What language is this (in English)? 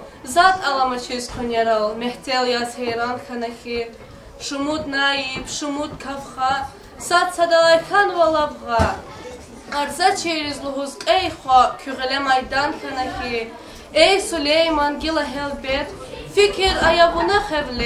Lezghian